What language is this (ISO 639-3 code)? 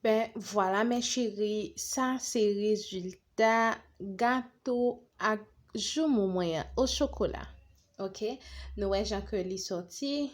hat